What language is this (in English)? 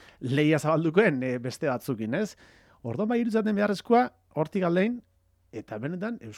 Basque